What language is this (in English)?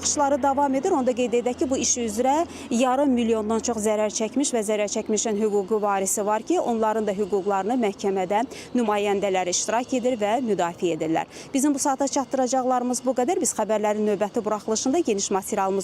Azerbaijani